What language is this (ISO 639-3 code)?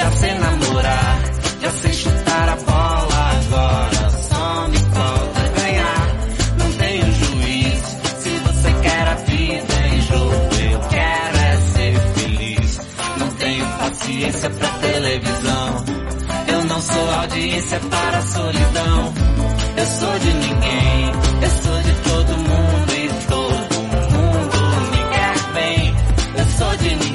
por